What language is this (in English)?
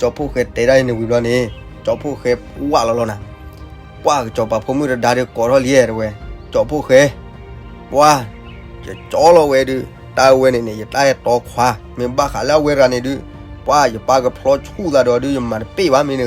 S'gaw Karen